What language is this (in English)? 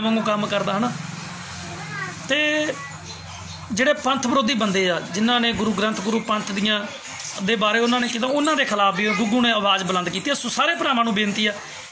Punjabi